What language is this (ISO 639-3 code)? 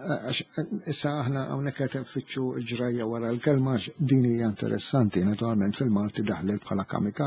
mlt